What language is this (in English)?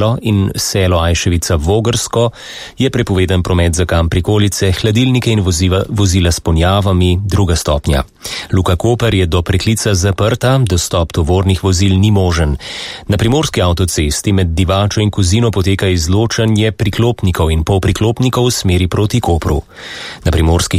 Slovenian